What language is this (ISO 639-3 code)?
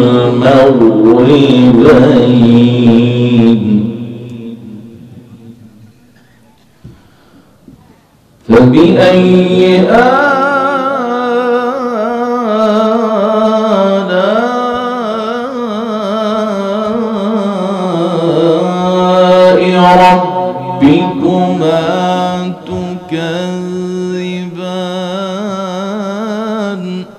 ara